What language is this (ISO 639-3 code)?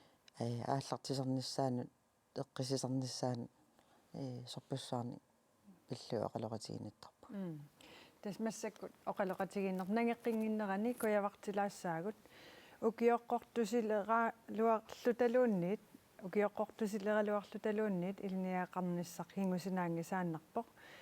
kal